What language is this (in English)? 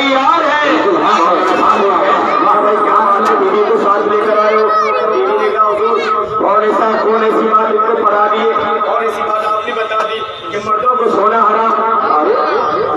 Urdu